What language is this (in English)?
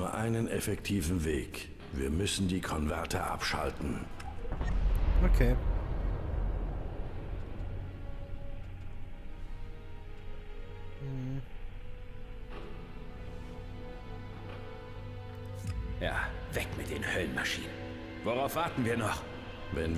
German